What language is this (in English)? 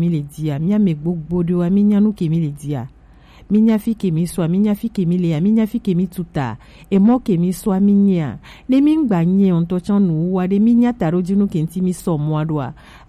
Gen